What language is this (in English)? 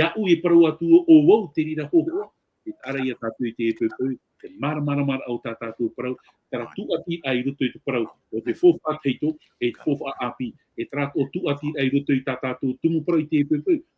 Tahitian